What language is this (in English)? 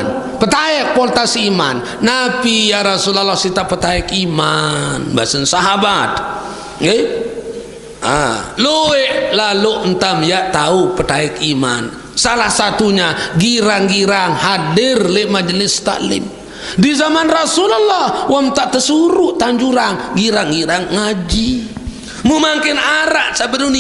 Sasak